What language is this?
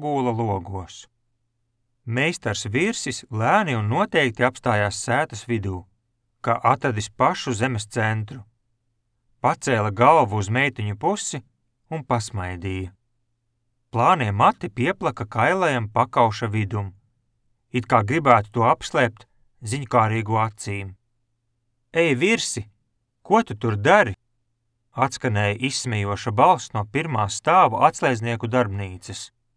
Latvian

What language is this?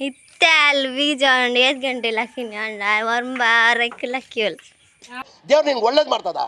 Tulu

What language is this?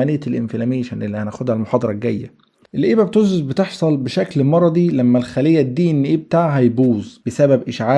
Egyptian Arabic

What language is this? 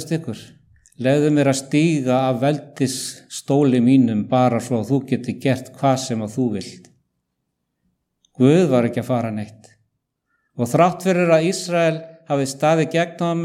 Icelandic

